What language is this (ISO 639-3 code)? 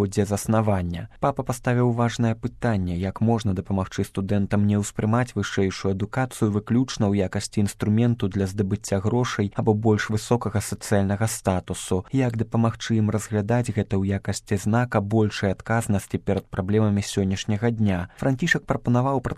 bel